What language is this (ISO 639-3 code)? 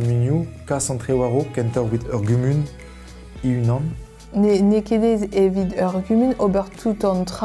bre